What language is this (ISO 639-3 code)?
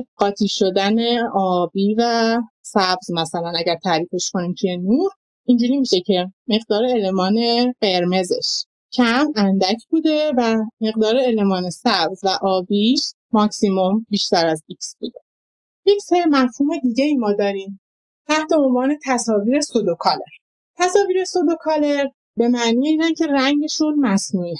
fas